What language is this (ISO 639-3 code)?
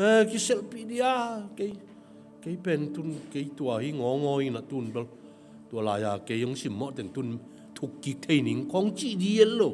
ctd